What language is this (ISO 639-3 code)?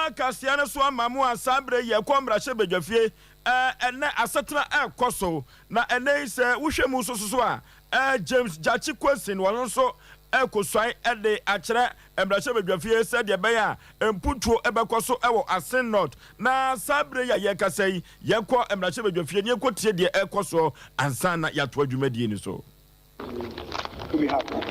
aka